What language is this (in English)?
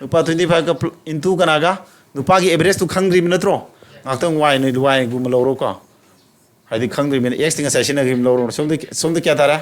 Manipuri